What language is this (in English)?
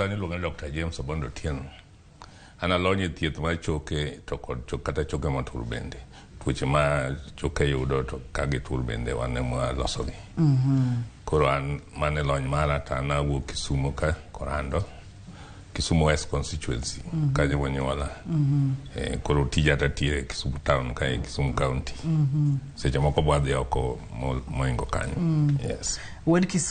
Luo (Kenya and Tanzania)